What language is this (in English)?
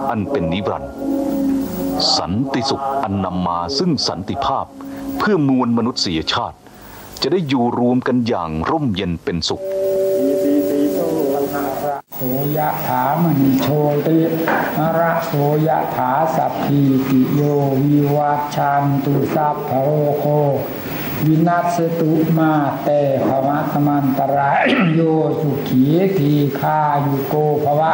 Thai